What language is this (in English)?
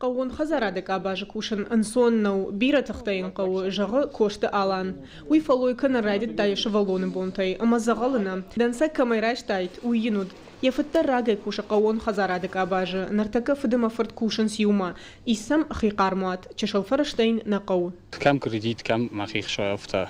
Ossetic